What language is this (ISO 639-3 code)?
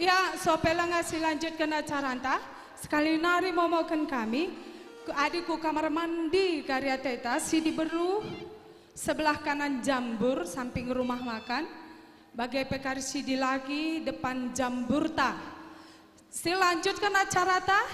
btx